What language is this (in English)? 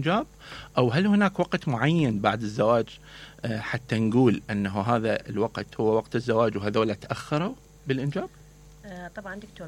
Mesopotamian Arabic